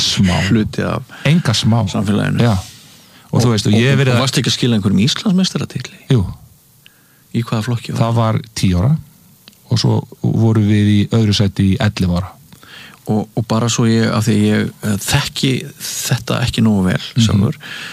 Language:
Icelandic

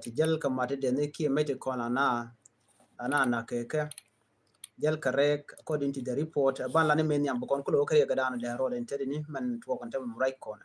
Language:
Nuer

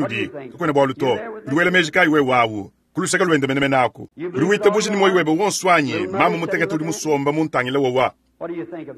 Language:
Luba-Lulua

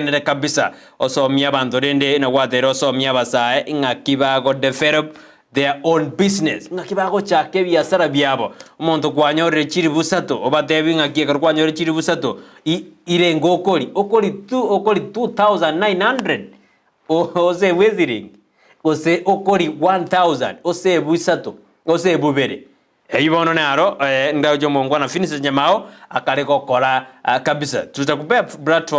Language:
Gusii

